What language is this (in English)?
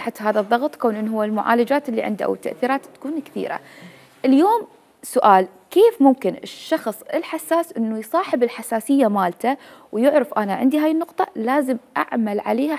Mesopotamian Arabic